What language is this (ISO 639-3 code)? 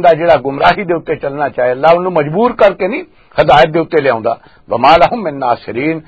lah